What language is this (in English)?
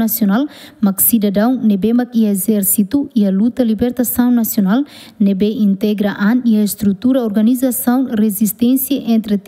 Tetum